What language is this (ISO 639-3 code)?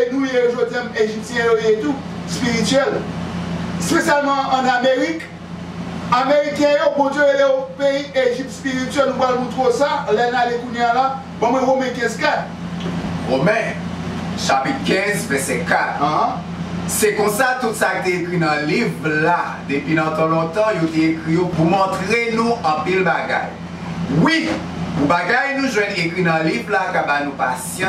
hat